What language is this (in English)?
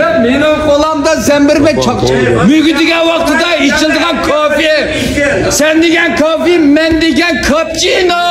Uyghur